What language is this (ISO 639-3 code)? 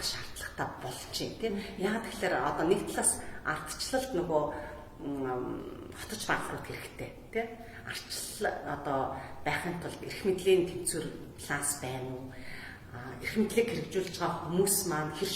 mon